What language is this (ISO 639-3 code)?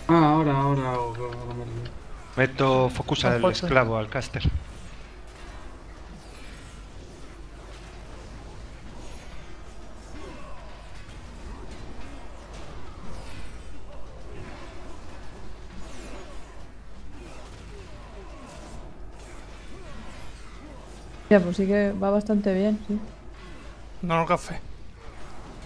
spa